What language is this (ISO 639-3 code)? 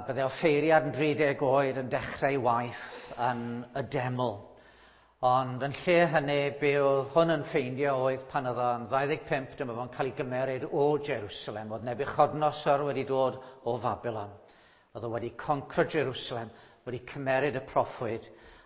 cym